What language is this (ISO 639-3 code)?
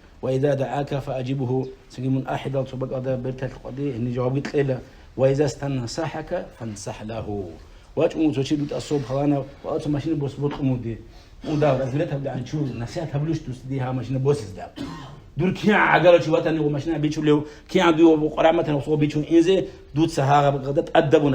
ava